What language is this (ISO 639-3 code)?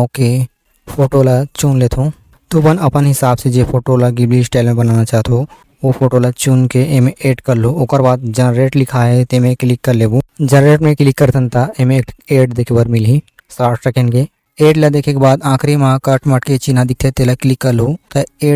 hne